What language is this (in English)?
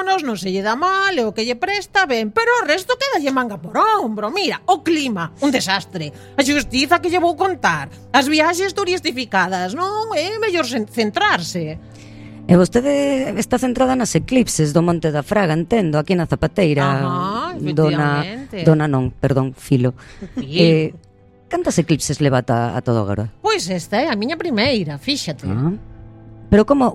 Galician